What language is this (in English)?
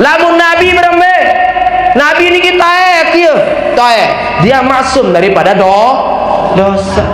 Sasak